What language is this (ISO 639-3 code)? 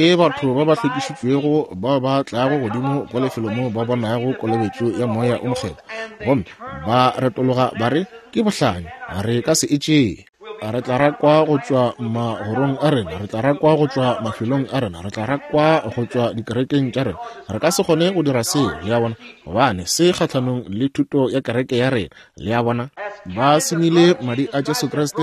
nso